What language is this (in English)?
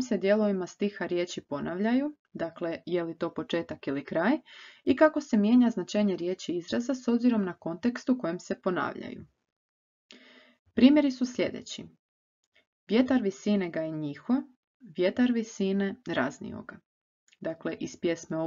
Croatian